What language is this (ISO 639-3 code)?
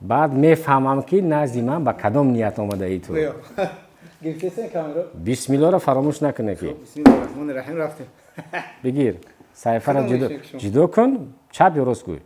tgk